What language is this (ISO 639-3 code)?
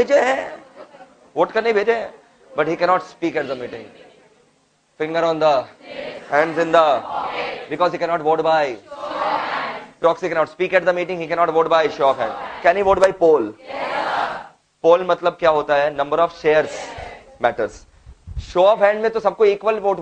hin